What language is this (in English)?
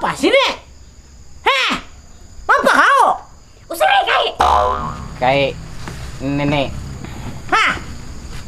Banjar